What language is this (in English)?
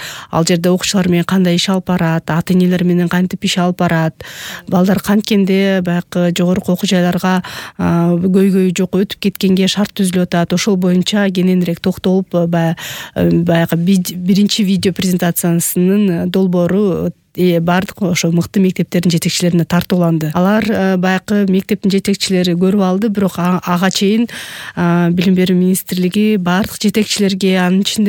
Kyrgyz